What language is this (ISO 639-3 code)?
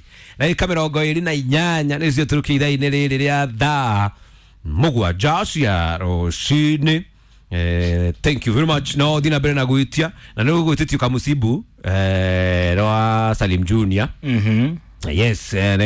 kik